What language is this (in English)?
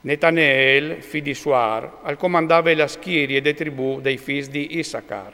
Friulian